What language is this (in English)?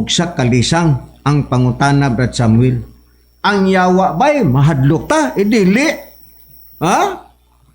Cebuano